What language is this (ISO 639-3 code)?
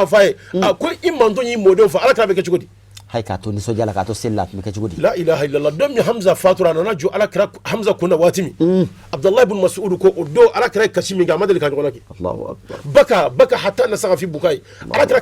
bam